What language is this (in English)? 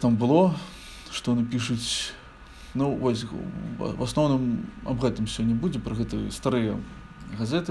Belarusian